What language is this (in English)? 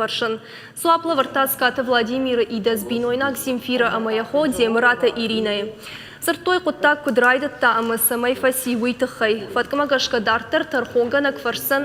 Ossetic